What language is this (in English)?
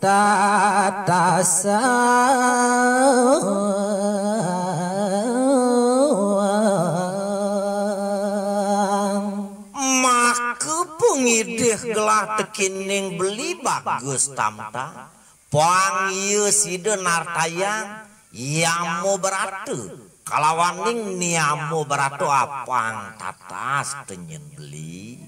Balinese